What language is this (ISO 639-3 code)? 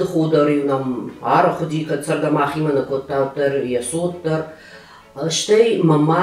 oss